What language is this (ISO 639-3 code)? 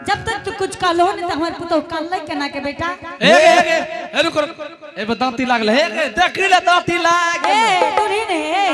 anp